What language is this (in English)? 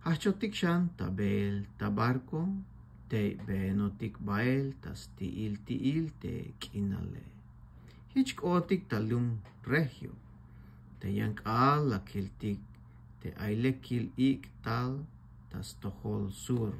Tzeltal